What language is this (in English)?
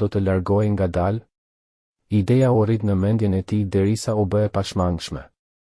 Albanian